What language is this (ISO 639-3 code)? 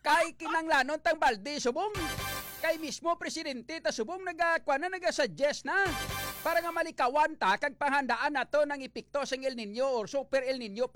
hil